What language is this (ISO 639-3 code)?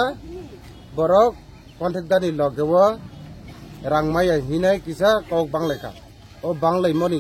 trp